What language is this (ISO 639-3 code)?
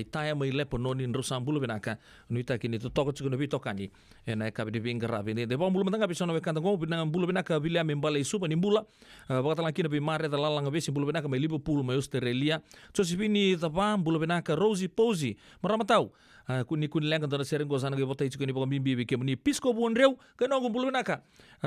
fij